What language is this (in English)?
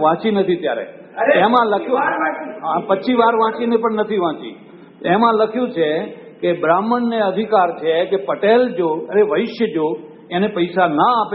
Gujarati